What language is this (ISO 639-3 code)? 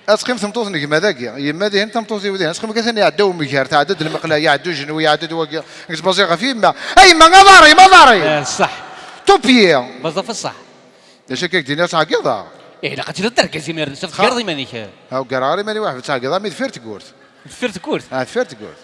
kab